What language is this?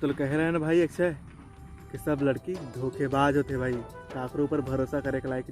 Chhattisgarhi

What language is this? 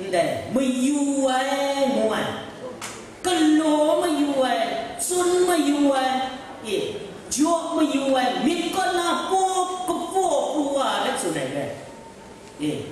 Kachin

